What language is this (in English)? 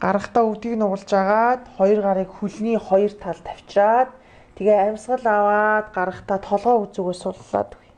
Mongolian